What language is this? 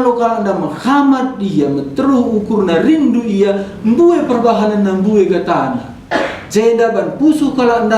Batak Karo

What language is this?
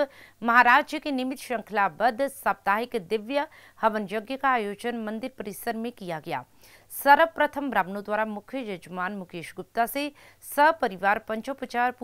Hindi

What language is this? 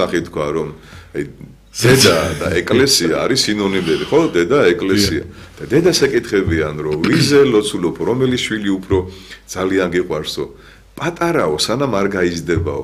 Georgian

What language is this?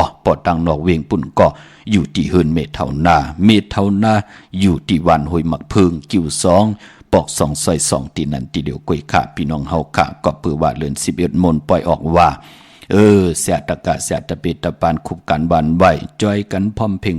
Shan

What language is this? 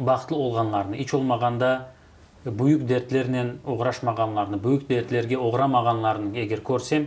Crimean Tatar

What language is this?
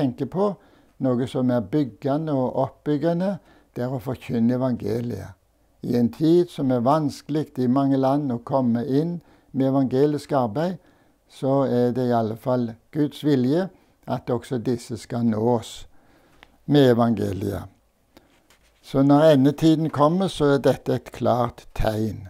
Norwegian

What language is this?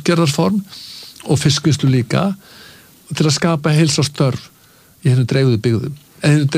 Icelandic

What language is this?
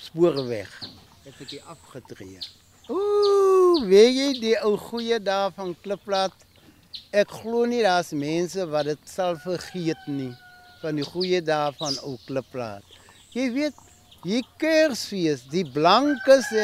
Afrikaans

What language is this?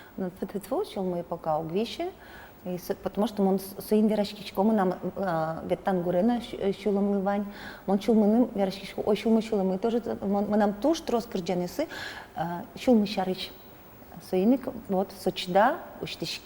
Udmurt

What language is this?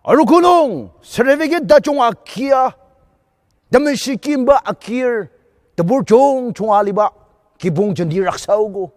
Ao Naga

